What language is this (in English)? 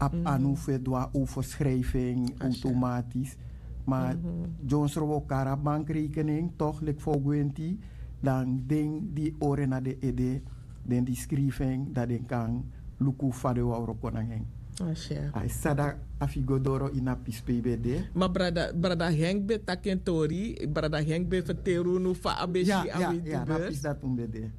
Sranan Tongo